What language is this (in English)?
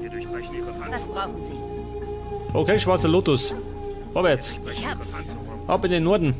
Bavarian